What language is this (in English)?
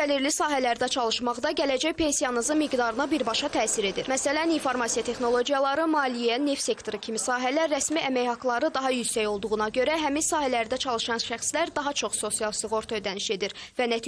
Azerbaijani